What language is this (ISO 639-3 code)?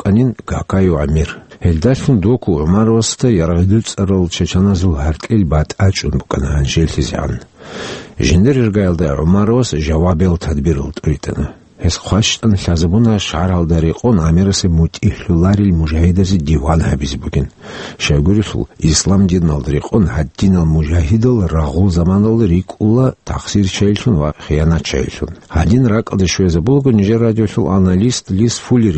ava